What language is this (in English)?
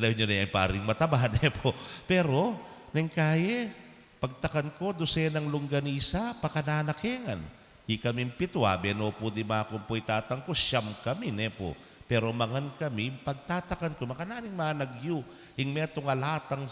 Pampanga